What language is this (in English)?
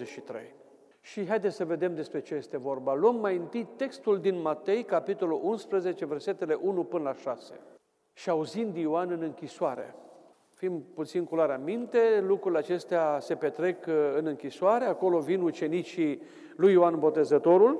Romanian